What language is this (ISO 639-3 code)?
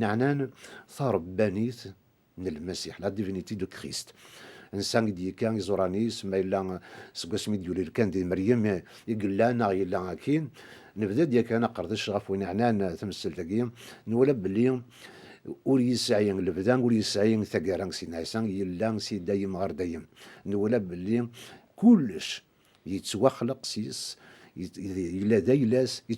kab